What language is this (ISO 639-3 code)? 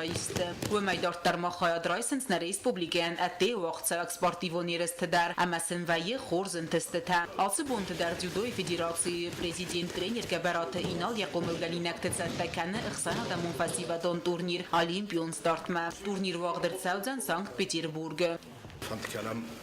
oss